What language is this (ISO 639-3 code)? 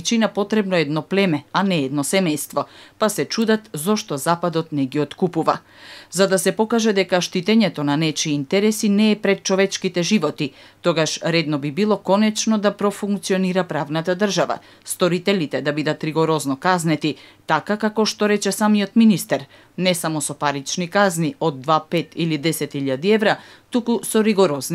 mkd